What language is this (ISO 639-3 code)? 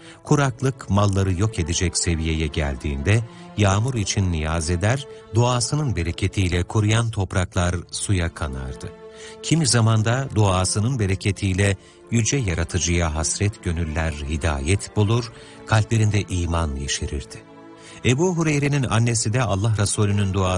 tur